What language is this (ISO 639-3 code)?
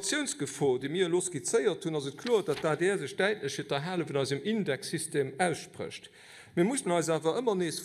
ltz